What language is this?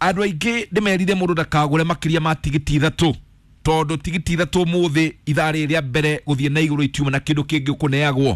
Kikuyu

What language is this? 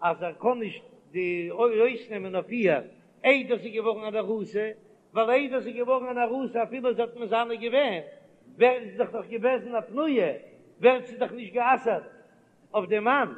Yiddish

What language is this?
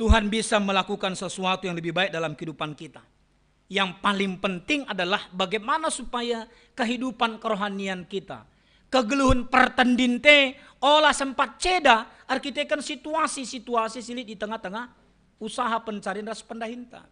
Batak Karo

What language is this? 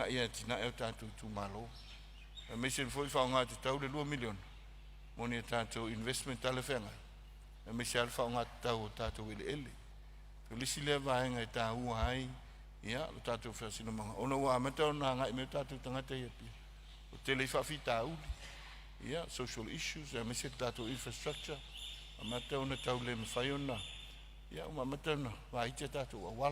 Samoan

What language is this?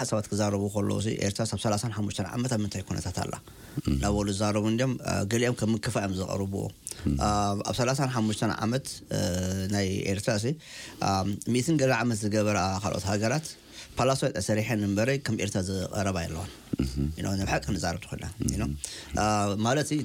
Tigrinya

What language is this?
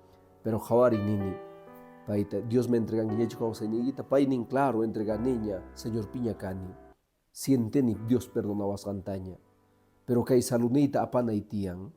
Quechua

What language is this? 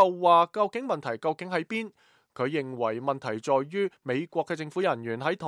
Cantonese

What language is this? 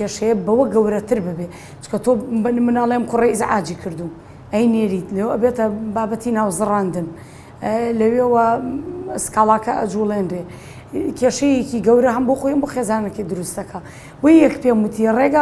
Central Kurdish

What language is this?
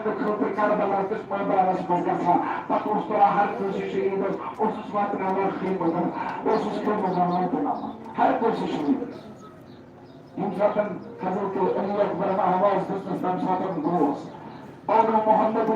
Kashmiri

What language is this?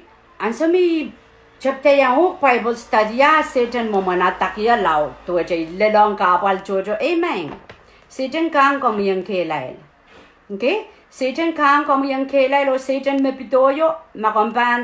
Pohnpeian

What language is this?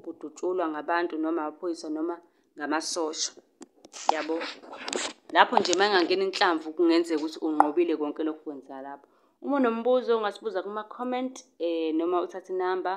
Zulu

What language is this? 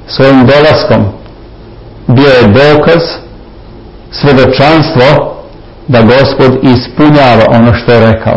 Serbian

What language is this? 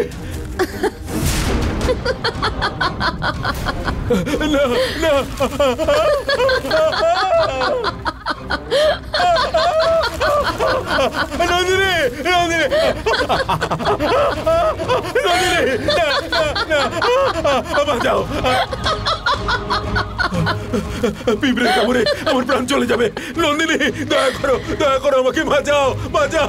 Bangla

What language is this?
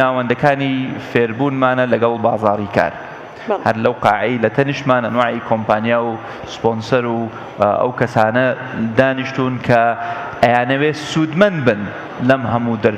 Central Kurdish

